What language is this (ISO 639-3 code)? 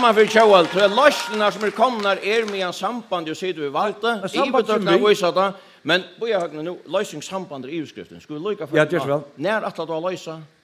fao